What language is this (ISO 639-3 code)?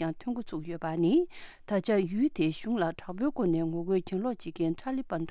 bod